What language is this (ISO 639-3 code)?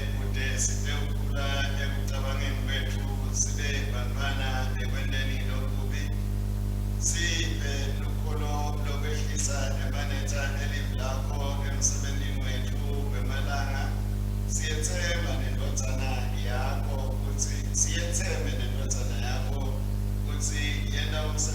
ssw